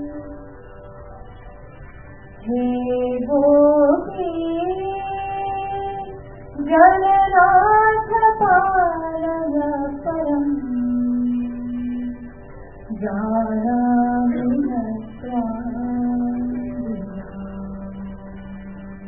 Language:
Marathi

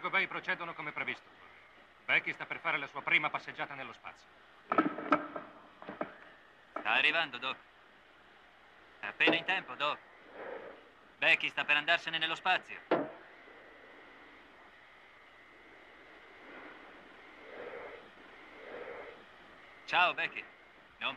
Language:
Italian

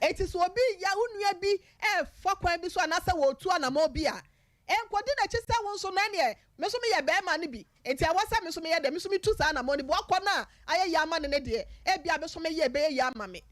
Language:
Akan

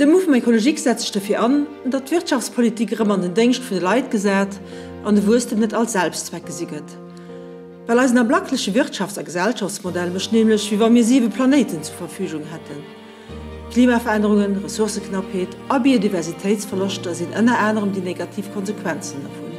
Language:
Luxembourgish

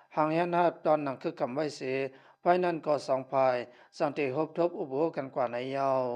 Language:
Shan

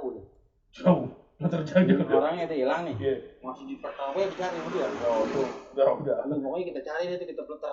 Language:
Betawi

